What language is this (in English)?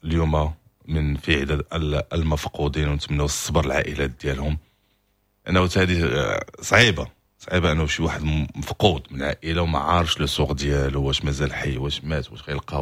Moroccan Arabic